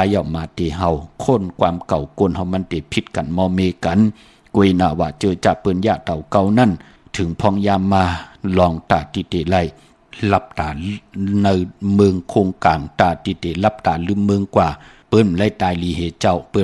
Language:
Shan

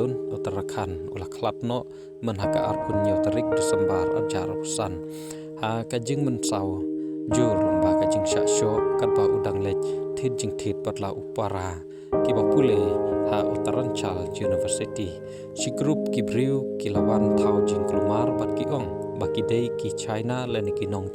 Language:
Khasi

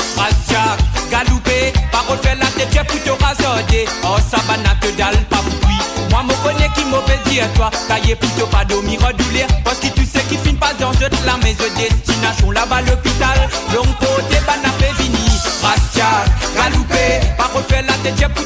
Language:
Morisyen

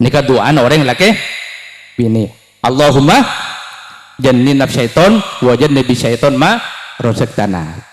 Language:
Madurese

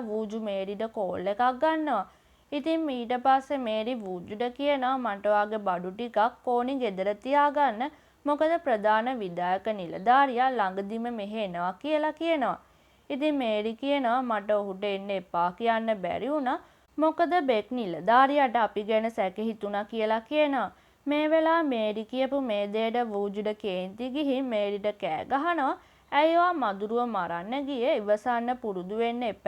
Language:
Sinhala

